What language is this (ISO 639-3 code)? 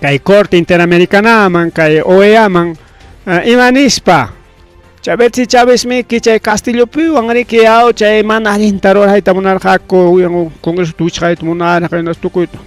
quy